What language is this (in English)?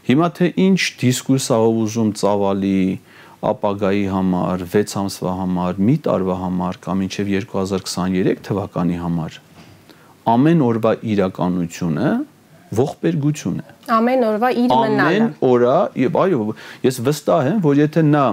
Armenian